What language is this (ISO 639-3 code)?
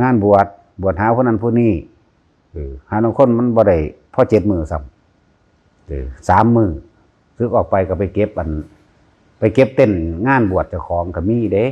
tts